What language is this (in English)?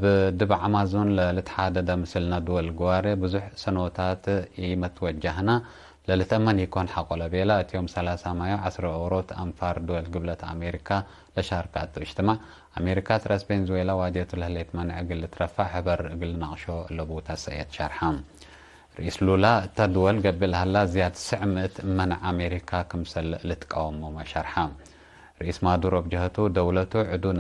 Tigre